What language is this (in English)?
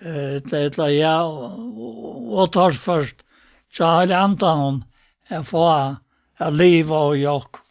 Faroese